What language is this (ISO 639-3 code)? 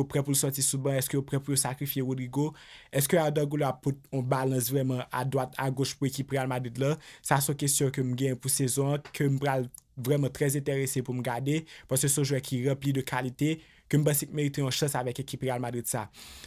hat